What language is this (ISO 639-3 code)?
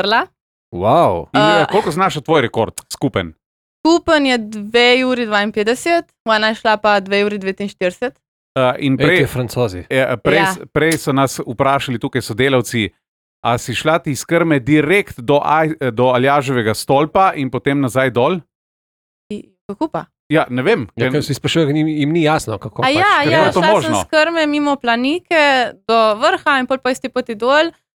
slv